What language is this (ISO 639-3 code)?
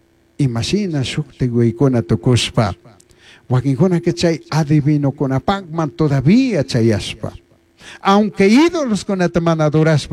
qug